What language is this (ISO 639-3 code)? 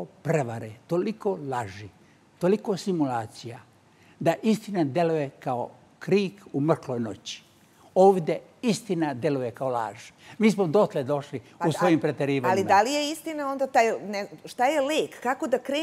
srp